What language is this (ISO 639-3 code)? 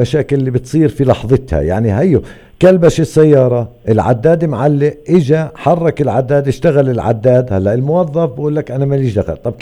apc